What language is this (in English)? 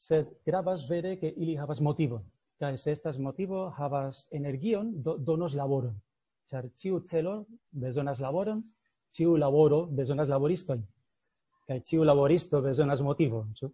Esperanto